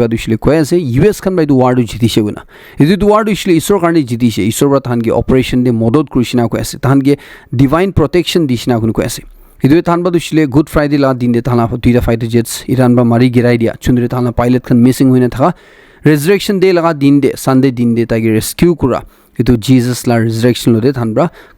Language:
Naga Pidgin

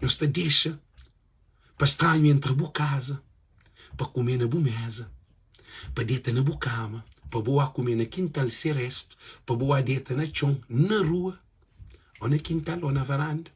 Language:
Kabuverdianu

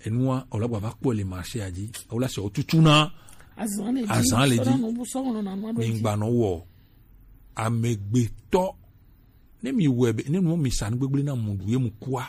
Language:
Gen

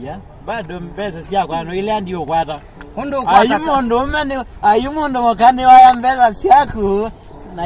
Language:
Kamba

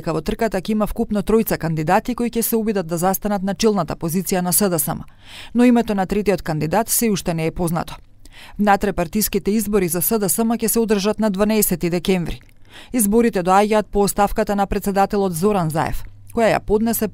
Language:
Macedonian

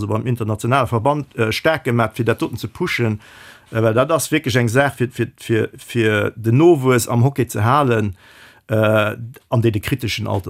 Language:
Luxembourgish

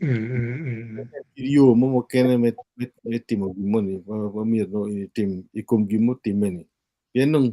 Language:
Acoli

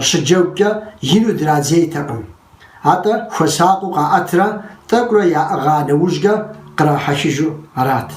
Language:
Kabardian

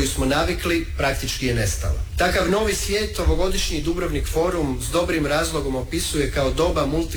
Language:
Croatian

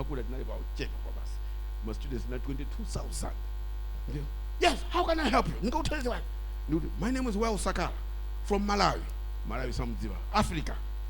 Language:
Nyanja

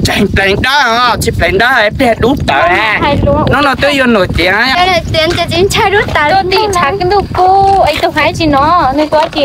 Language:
Hmong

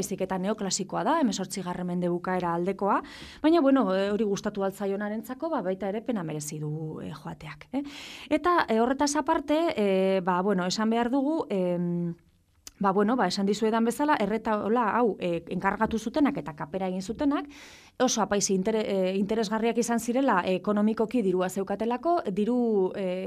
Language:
Basque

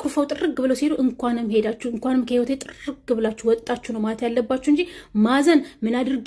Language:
Amharic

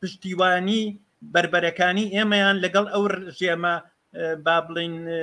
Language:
Central Kurdish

